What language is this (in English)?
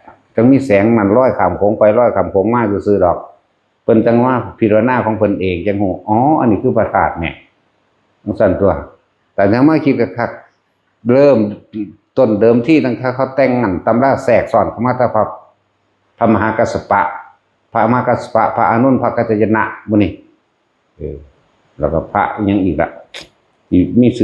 Northeastern Thai